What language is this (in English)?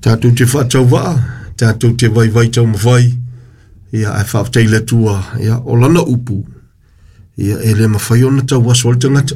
Samoan